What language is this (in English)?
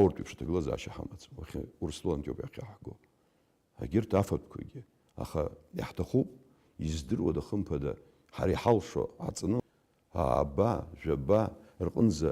Abkhazian